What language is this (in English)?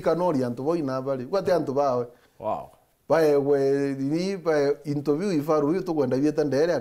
Meru